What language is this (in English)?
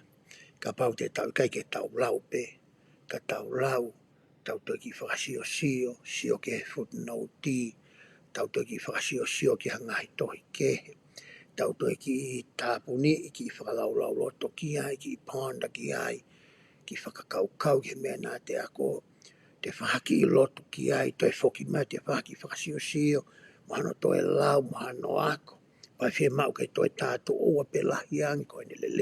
Tongan